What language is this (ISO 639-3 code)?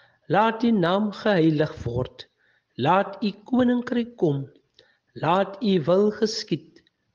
afr